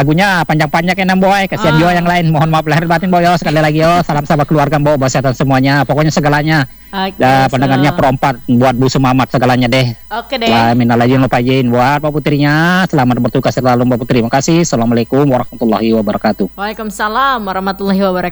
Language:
Indonesian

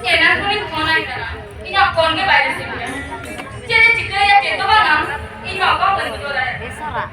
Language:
Santali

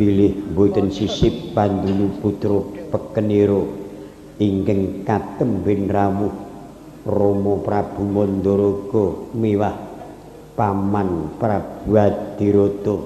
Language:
Javanese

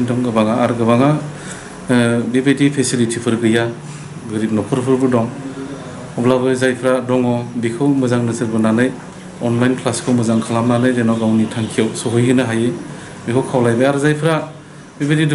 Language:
Bodo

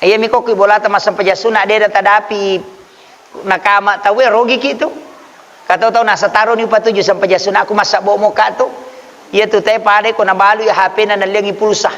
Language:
Buginese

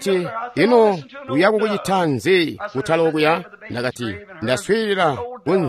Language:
Tonga (Zambia)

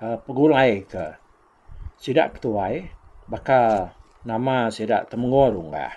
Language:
Iban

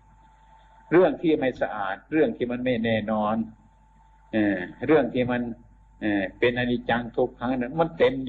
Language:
Thai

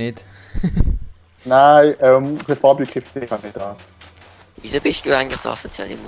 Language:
Swiss German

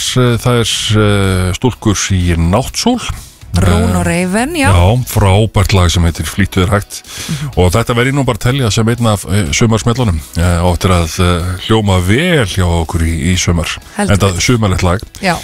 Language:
Icelandic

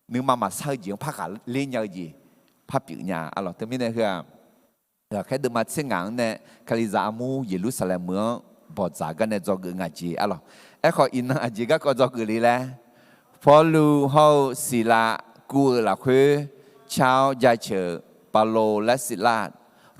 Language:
Akha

